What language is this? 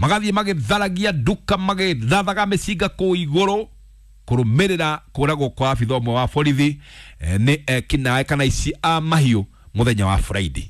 Kikuyu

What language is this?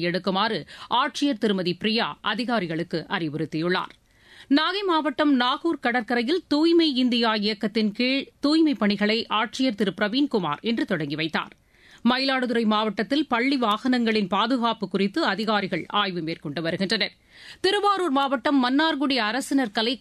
Tamil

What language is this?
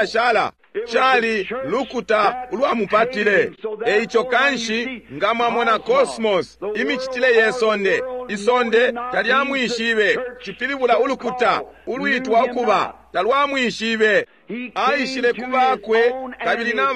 Bemba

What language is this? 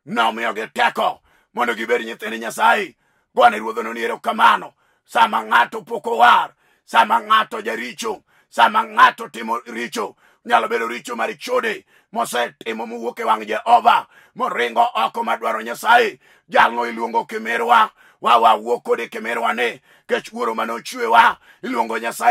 Luo (Kenya and Tanzania)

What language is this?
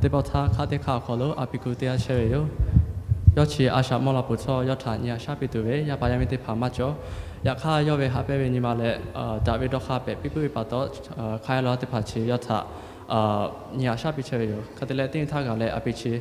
Lahu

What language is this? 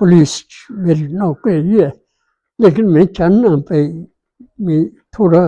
Dogri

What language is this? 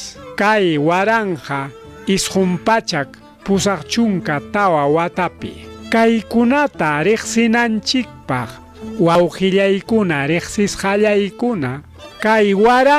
Ayacucho Quechua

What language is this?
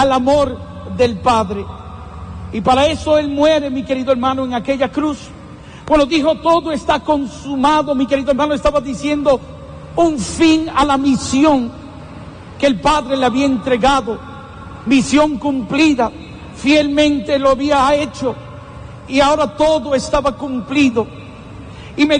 Spanish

